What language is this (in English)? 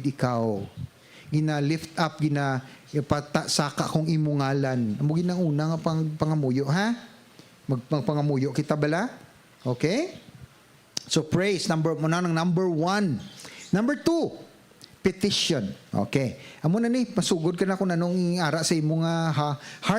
Hiligaynon